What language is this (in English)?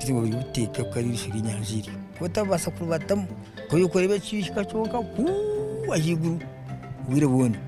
Nyankole